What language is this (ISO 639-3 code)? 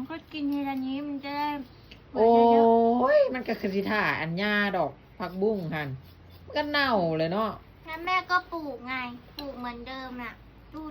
tts